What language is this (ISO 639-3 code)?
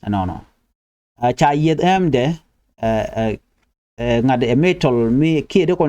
nus